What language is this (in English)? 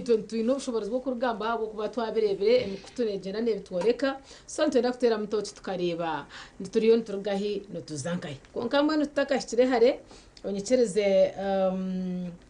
Nyankole